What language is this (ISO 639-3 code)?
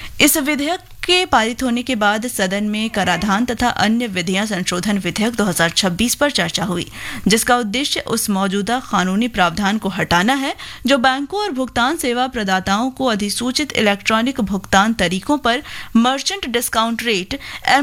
hin